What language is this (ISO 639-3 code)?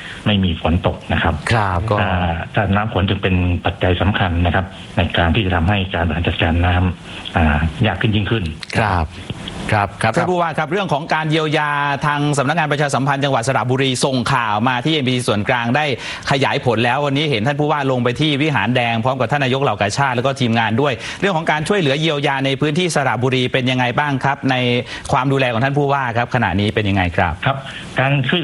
tha